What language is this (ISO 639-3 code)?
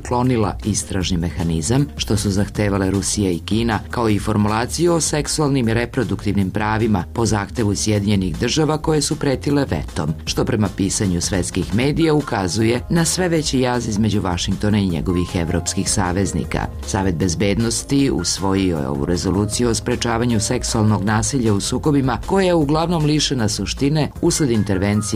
srp